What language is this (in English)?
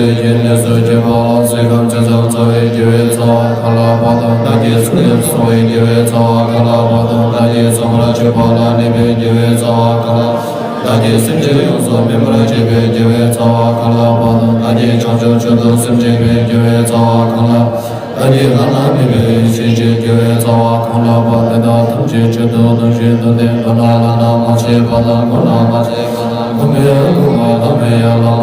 Tibetan